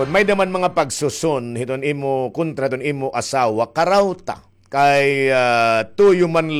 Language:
Waray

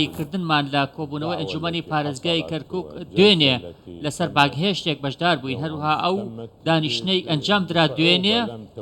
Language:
Central Kurdish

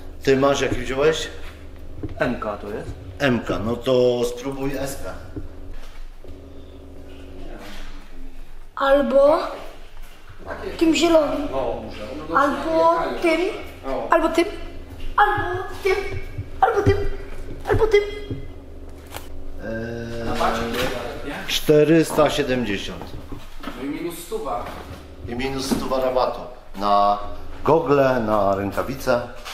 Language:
Polish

